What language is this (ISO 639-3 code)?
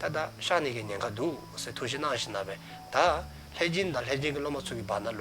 dzo